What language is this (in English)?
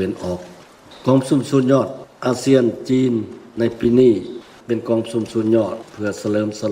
Lao